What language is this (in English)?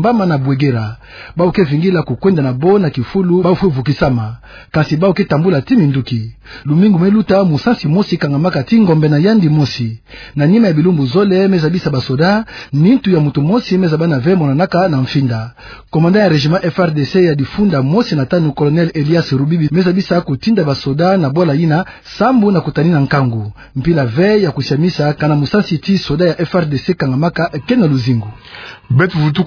Kituba (Democratic Republic of Congo)